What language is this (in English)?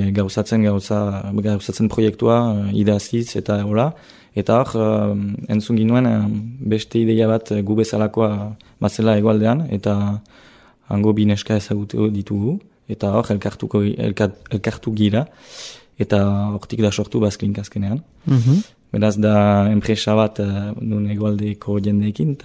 Basque